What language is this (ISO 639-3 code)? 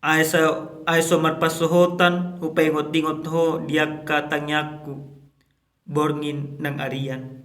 bbc